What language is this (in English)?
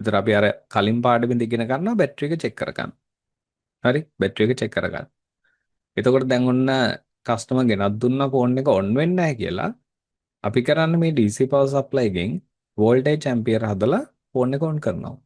Sinhala